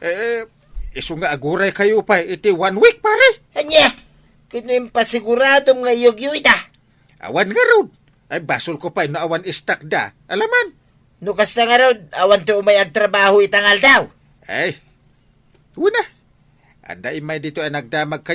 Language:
Iloko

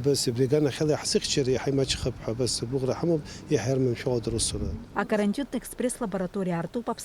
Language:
Abkhazian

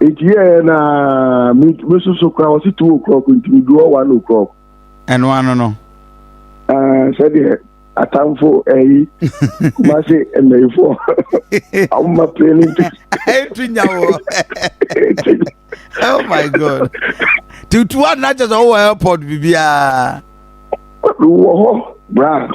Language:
Akan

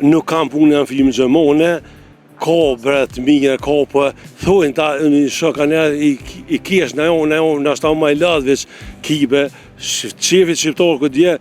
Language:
Albanian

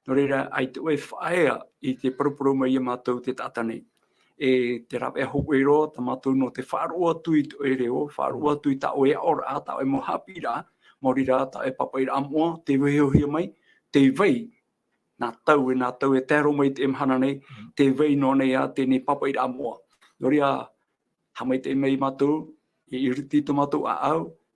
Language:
Tahitian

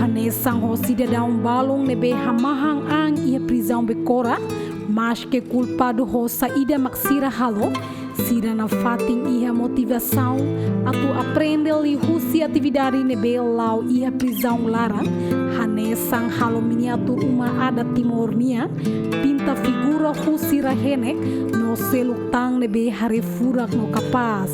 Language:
Tetum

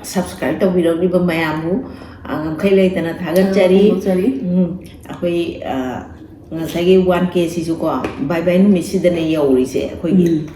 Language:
Manipuri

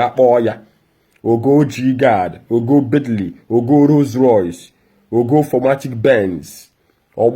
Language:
Igbo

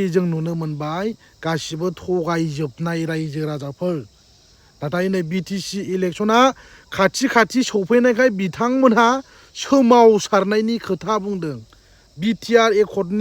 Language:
Bodo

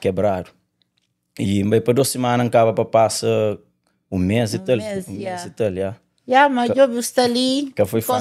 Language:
Kabuverdianu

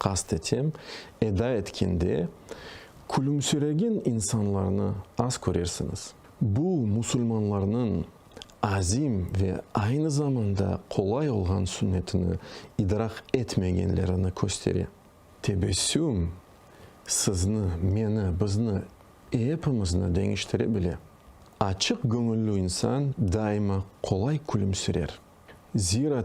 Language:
Crimean Tatar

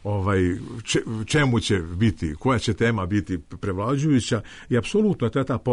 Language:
Serbian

